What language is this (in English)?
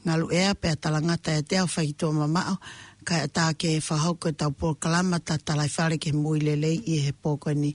Tongan